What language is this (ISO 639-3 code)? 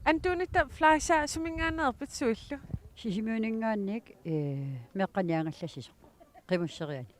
kal